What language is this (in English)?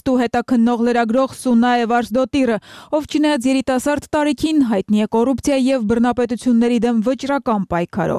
Armenian